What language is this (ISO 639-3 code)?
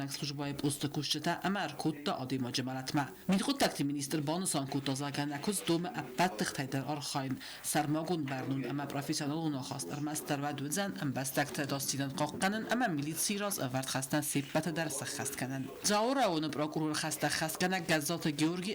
oss